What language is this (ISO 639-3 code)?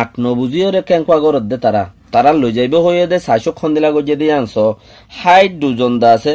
rhg